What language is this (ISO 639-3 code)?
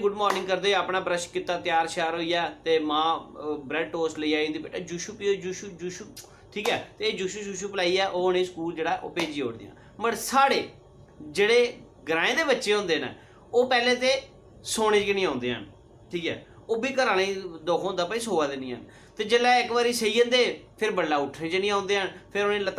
doi